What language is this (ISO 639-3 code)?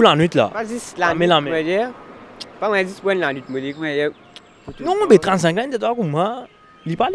mfe